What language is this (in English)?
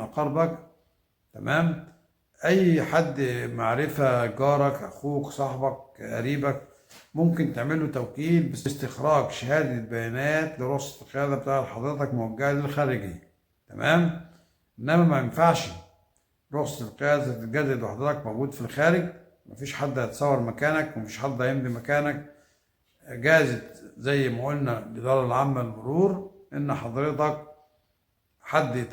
Egyptian Arabic